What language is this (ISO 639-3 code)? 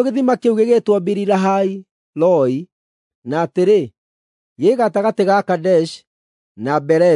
kik